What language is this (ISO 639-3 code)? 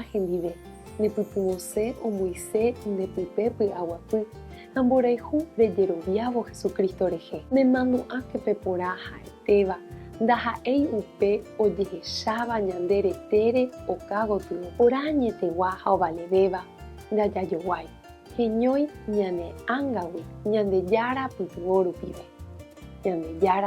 grn